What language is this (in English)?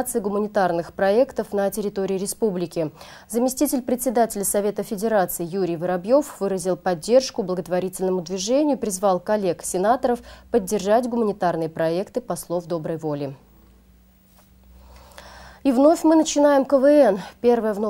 Russian